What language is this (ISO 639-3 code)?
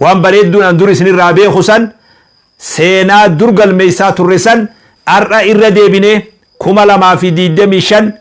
orm